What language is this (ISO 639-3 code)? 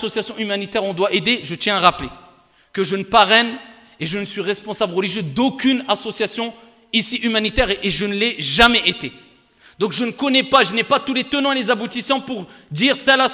fra